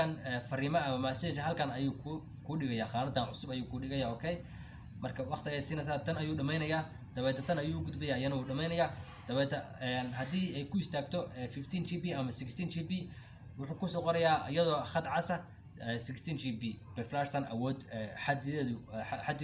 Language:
Somali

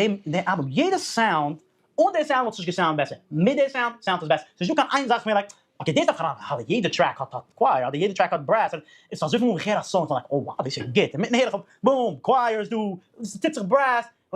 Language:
Yiddish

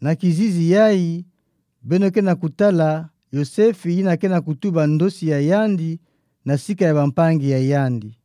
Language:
Kituba (Democratic Republic of Congo)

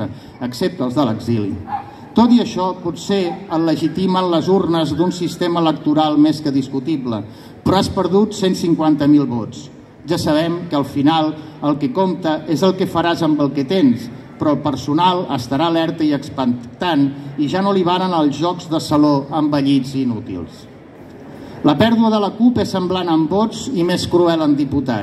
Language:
Catalan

